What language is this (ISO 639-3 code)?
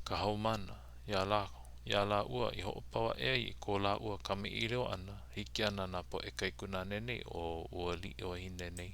haw